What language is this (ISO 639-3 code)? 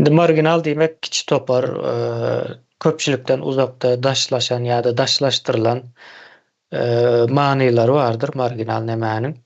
tuk